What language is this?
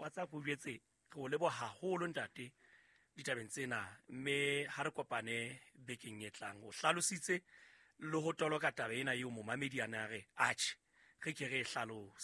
Southern Sotho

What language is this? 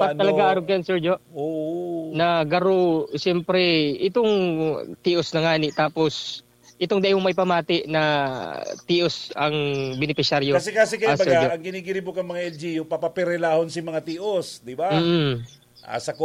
Bikol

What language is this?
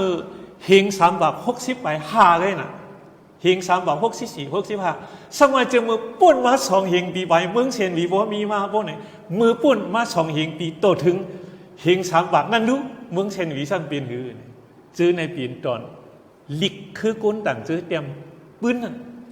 Shan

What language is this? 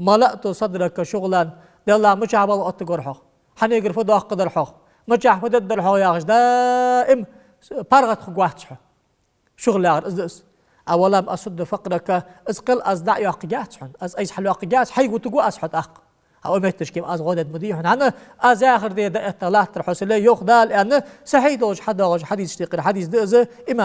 Ingush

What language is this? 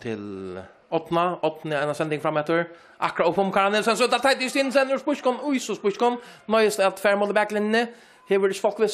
Faroese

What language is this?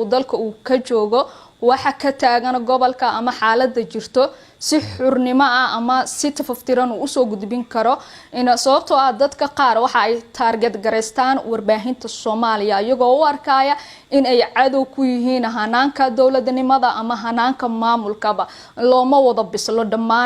Somali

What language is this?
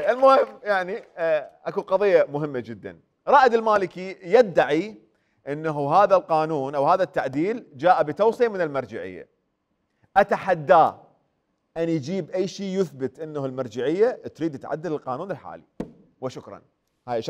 Mesopotamian Arabic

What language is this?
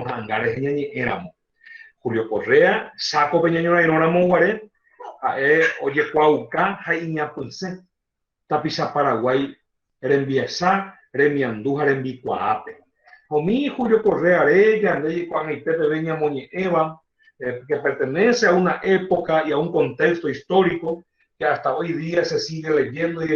Guarani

